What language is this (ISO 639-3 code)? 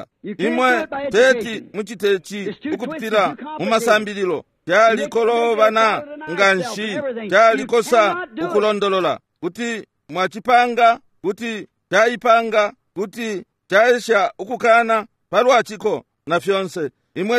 bem